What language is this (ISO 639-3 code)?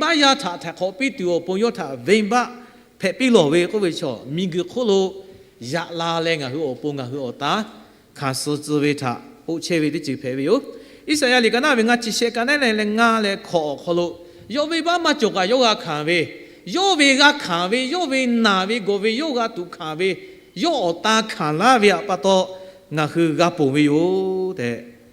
lhu